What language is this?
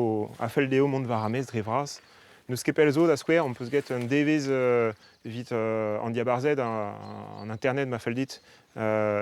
Breton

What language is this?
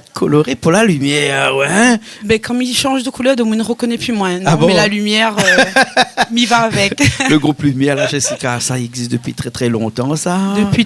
Réunion Creole French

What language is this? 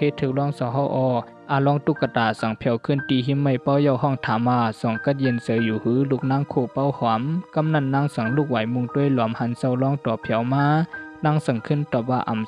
Shan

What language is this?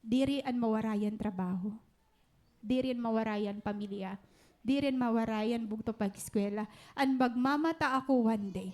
Waray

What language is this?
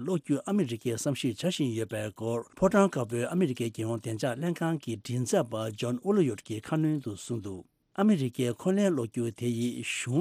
Tibetan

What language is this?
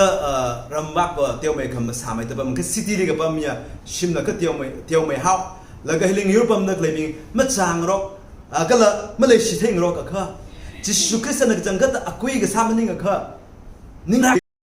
Tangkhul Naga (India)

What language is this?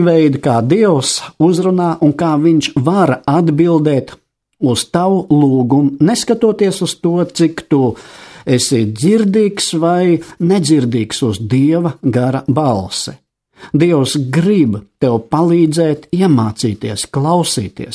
Latvian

